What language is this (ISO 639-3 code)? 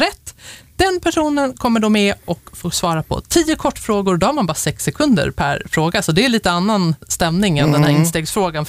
swe